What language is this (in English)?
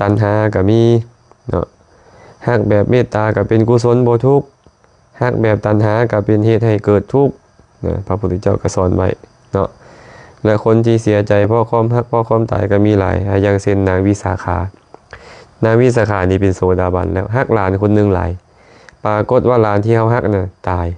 Lao